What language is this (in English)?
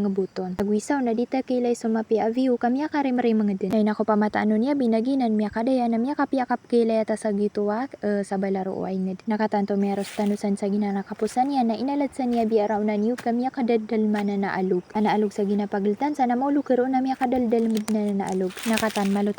Maranao